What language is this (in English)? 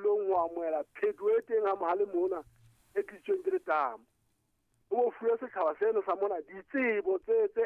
Southern Sotho